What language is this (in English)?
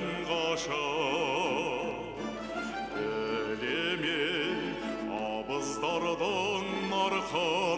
Kazakh